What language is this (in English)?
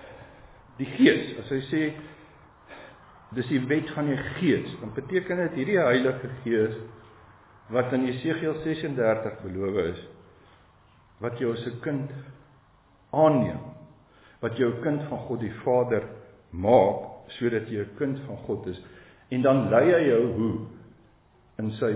Afrikaans